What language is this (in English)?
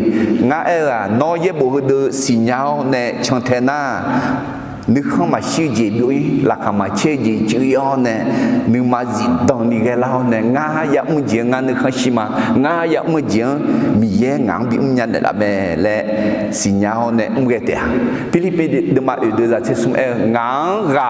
Akha